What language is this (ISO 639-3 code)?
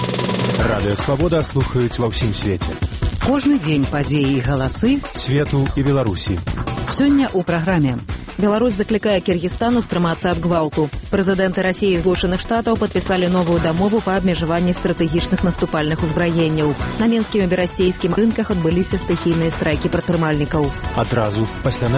bel